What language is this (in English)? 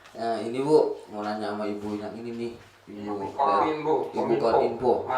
Betawi